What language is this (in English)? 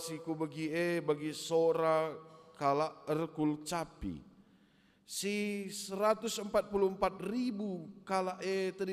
Batak Karo